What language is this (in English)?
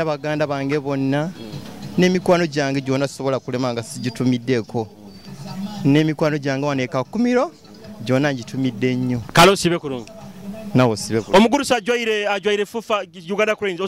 Nyoro